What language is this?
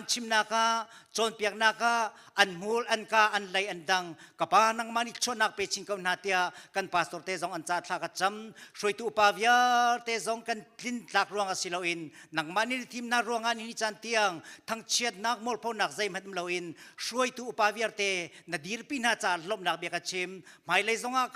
Hakha Chin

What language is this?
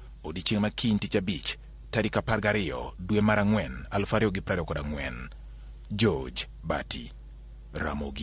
Luo (Kenya and Tanzania)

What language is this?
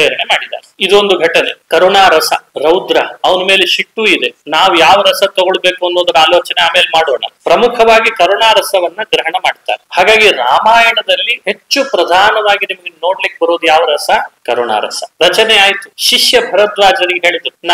Kannada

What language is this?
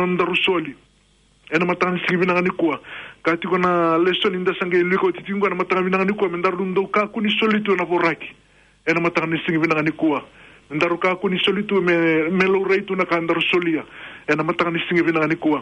Fijian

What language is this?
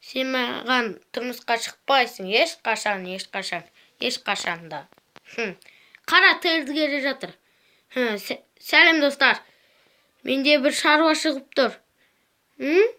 Kazakh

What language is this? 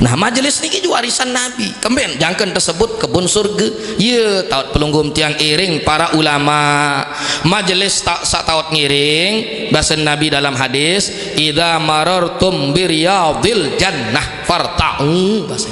Sasak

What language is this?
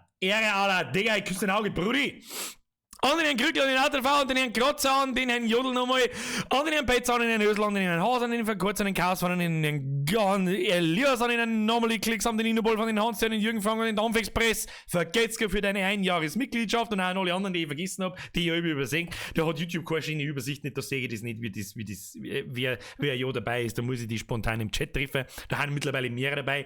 Bavarian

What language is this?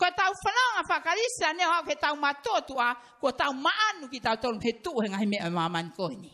Tongan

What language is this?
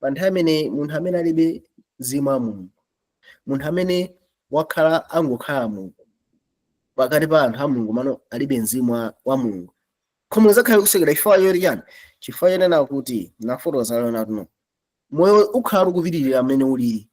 Nyanja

